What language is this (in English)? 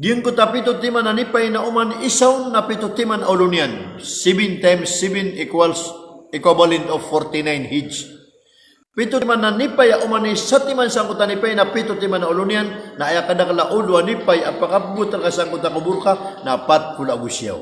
Maranao